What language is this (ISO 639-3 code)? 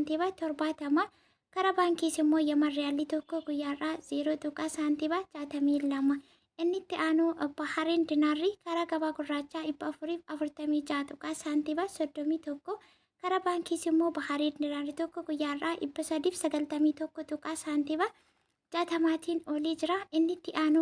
orm